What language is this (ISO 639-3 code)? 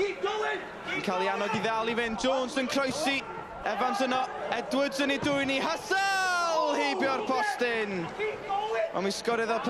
cym